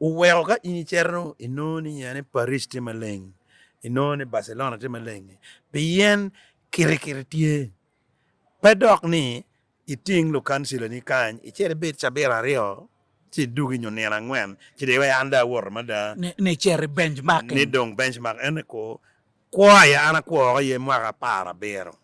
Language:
Acoli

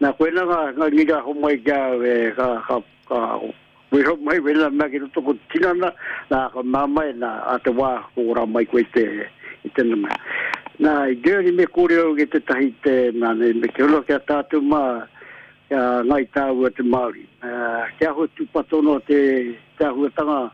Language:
Māori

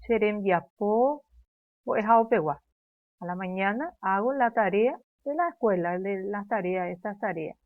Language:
Guarani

